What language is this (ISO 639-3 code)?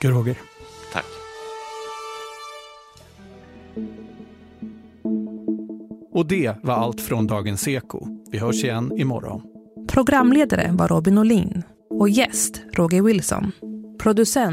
swe